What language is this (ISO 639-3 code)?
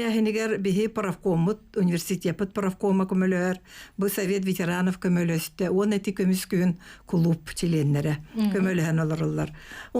sah